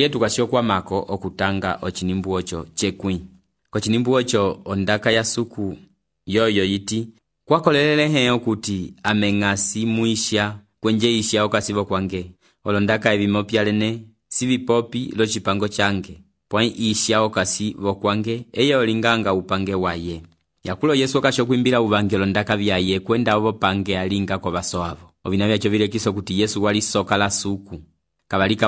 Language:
Umbundu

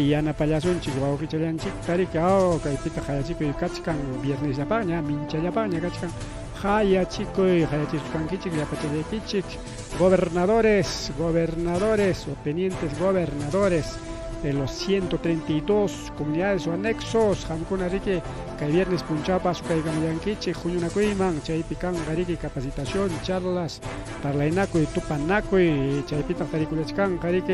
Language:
Ayacucho Quechua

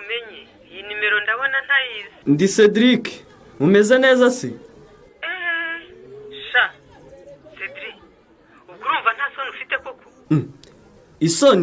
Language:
Kinyarwanda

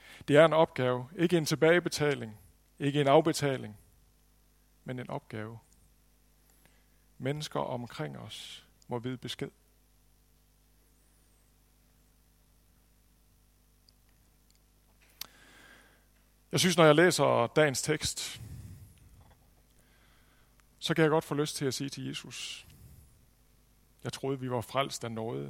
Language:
Danish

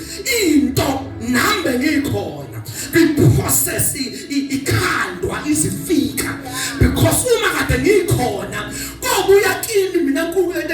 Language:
Zulu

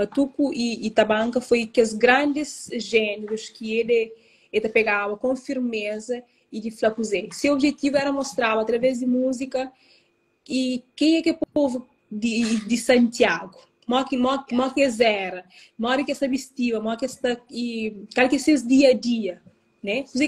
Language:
Kabuverdianu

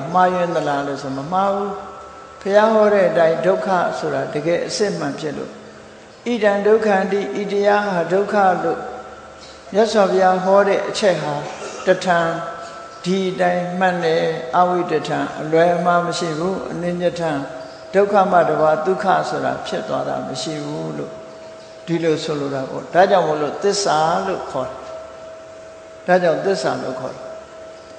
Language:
Burmese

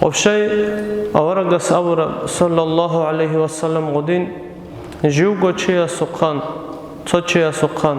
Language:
Avaric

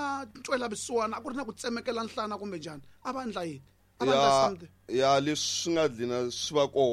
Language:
Tsonga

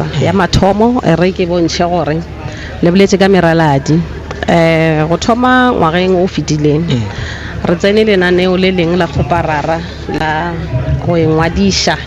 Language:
Northern Sotho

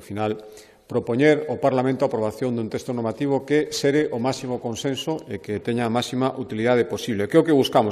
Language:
Galician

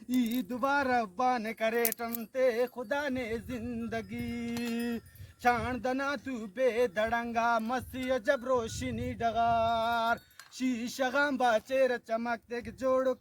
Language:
Brahui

